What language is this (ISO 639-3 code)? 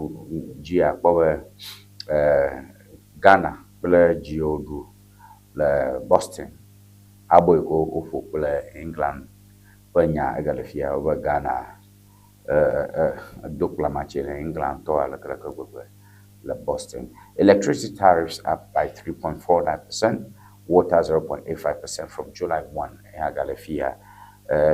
ewe